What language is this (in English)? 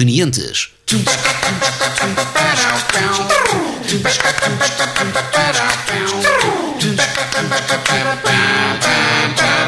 Portuguese